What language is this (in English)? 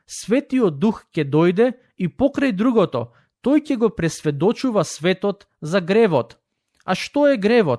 Macedonian